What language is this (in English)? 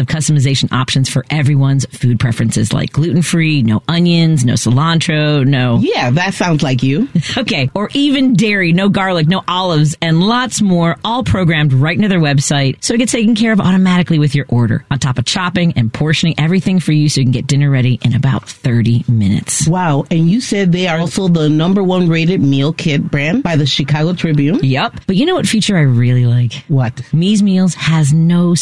English